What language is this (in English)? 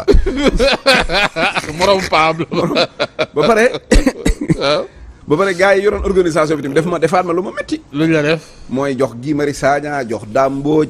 Wolof